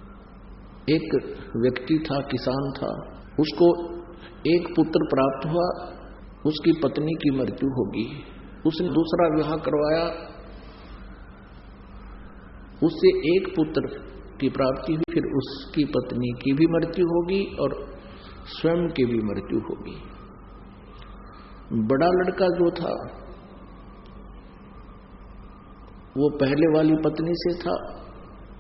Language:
Hindi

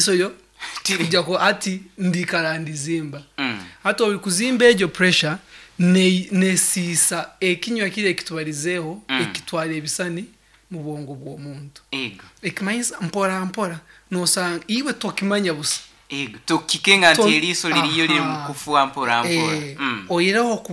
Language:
Nyankole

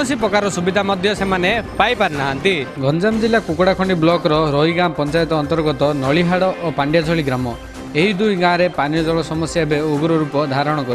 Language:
Odia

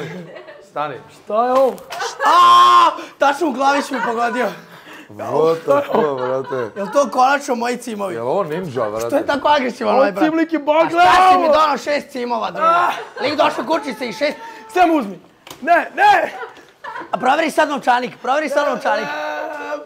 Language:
Serbian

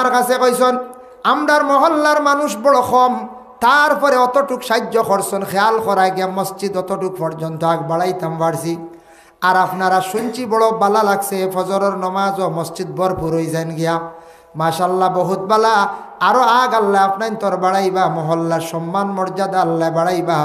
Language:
Sylheti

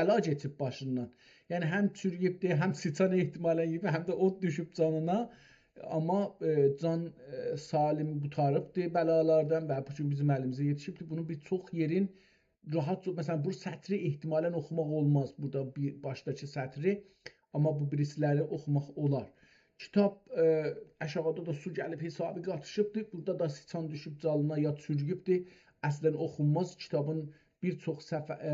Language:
South Azerbaijani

